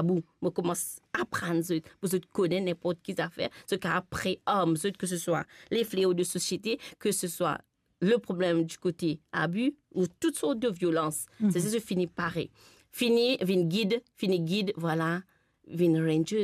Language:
Morisyen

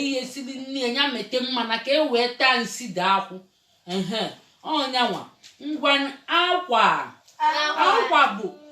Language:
Igbo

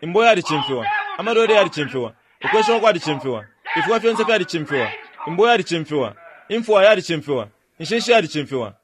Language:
Bemba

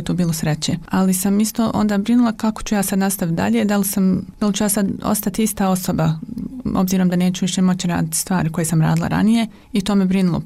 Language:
Bosnian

